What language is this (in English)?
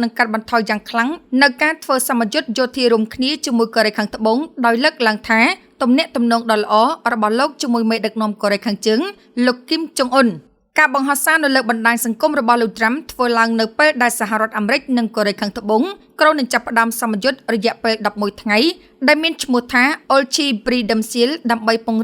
Khmer